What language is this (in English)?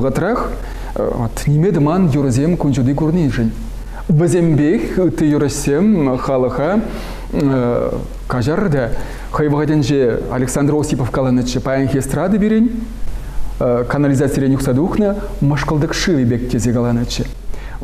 Chuvash